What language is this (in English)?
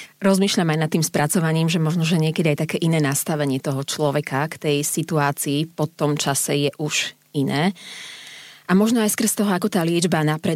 Slovak